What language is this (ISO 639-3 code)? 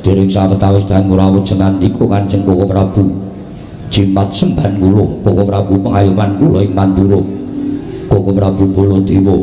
jav